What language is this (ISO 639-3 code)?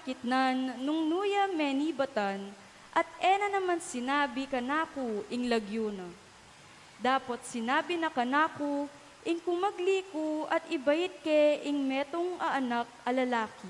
pam